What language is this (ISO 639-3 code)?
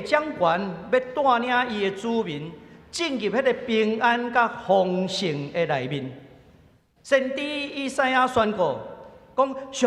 nan